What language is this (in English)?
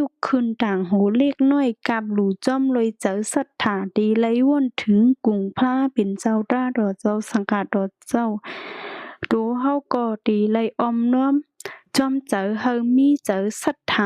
Shan